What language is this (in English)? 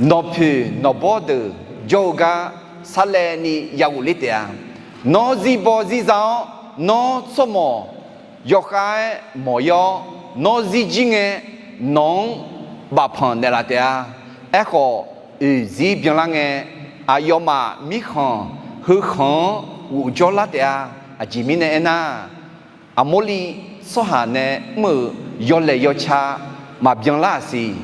Akha